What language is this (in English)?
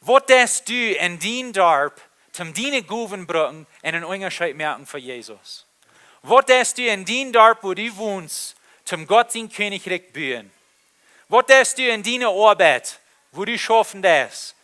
Plautdietsch